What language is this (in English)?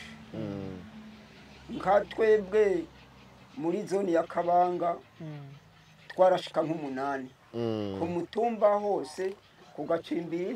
Rundi